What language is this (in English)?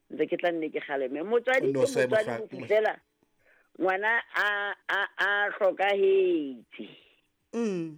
Southern Sotho